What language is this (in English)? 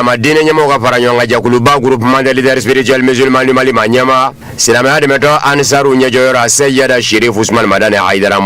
Bambara